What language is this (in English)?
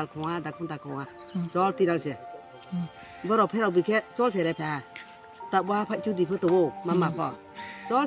Riang (India)